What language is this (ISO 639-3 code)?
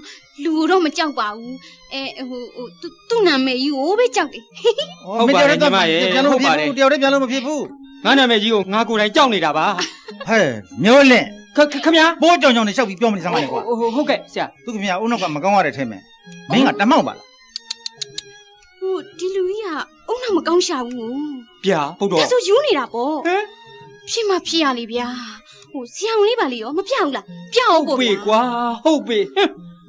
mya